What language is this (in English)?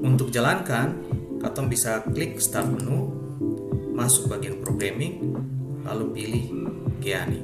Ambonese Malay